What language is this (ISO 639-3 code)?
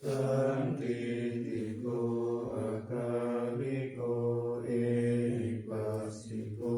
pli